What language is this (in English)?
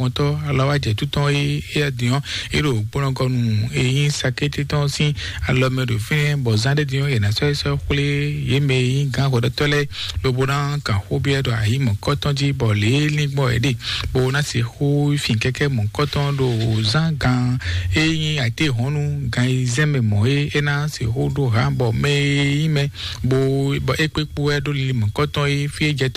Fon